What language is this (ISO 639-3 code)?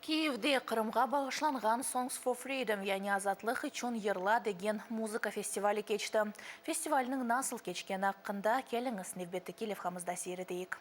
crh